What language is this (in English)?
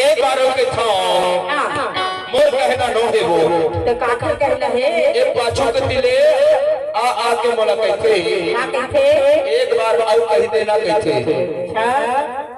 Chhattisgarhi